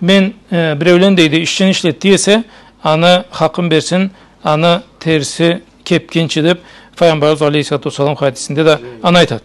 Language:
Karachay-Balkar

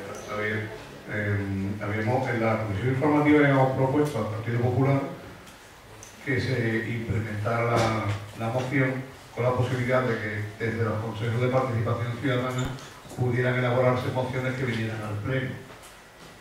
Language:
Spanish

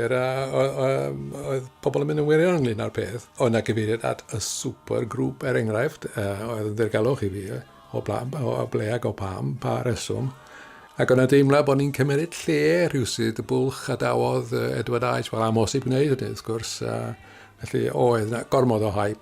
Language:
Welsh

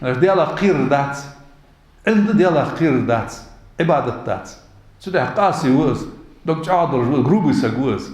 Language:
Ingush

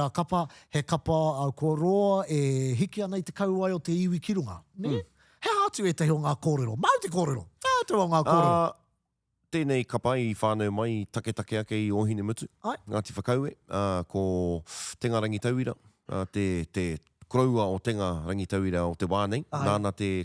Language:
Māori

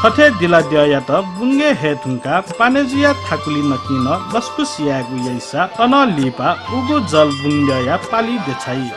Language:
Newari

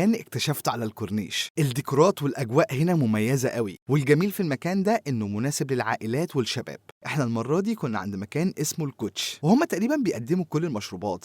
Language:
Egyptian Arabic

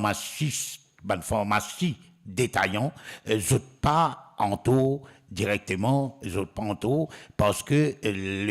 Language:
Morisyen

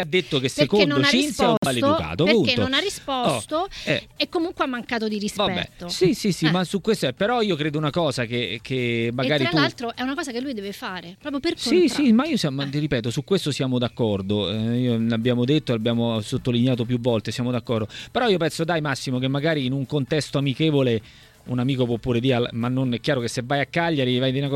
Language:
Italian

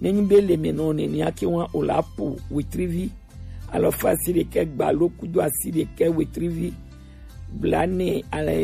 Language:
Gen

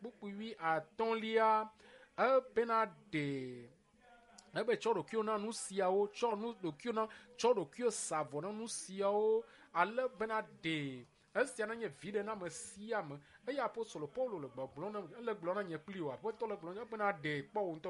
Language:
Ewe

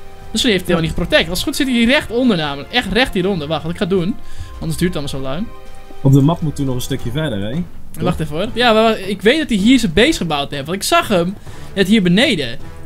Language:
Dutch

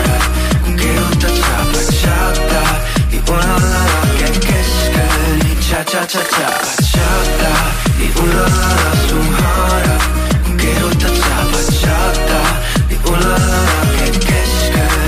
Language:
Estonian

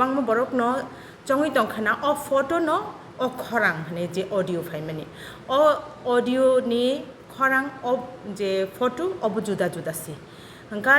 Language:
Kok Borok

